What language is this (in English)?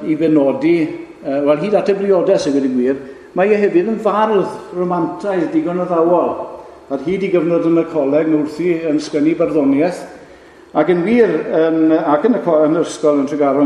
Welsh